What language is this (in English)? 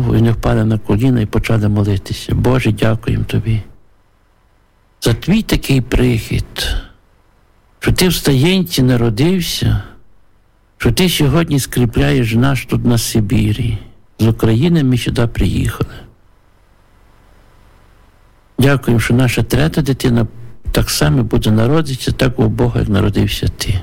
Ukrainian